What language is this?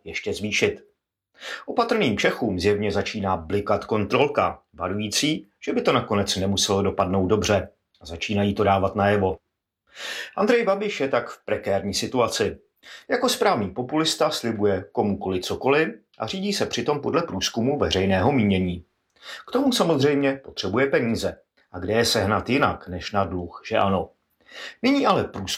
Czech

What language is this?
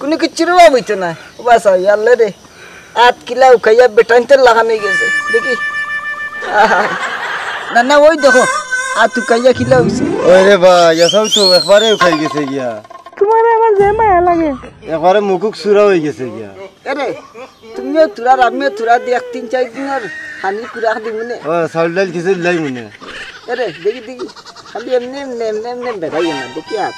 Sylheti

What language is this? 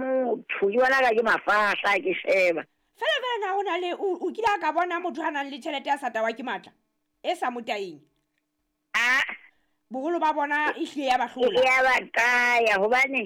Southern Sotho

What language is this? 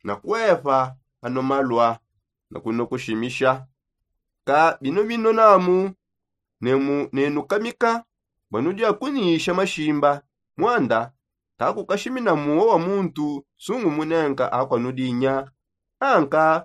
Songe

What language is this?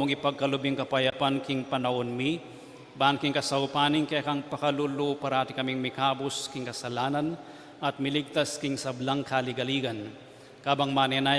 Pampanga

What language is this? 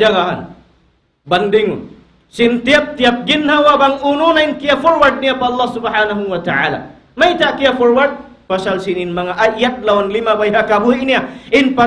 Tausug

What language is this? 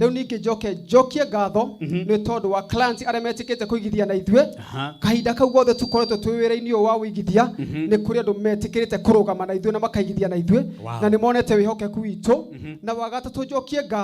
Kikuyu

